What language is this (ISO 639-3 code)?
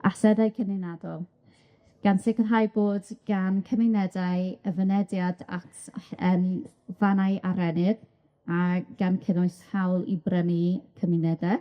cym